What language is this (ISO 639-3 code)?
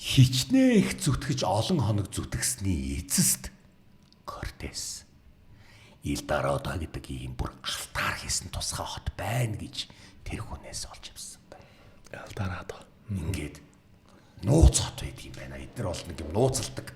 mon